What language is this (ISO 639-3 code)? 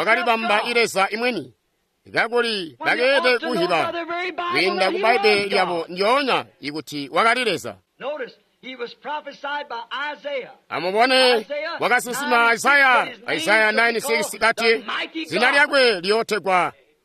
toi